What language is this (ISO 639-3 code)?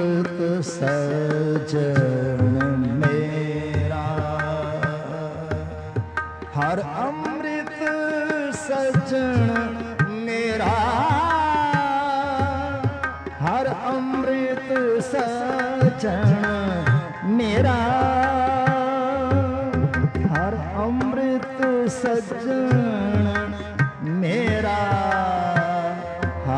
pan